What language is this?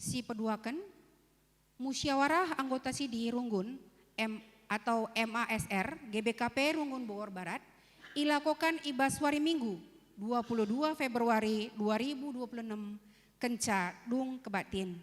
Batak Karo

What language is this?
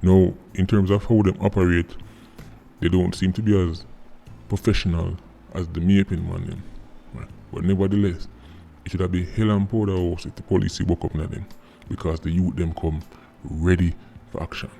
Jamaican Creole English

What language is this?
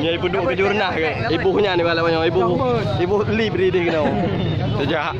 Achinese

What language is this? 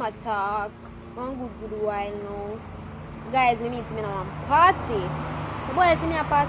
Jamaican Creole English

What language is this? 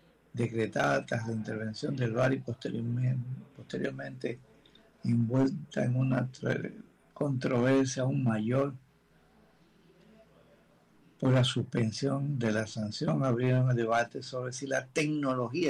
Spanish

